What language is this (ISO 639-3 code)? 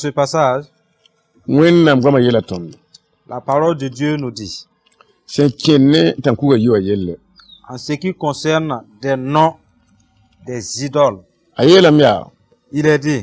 mos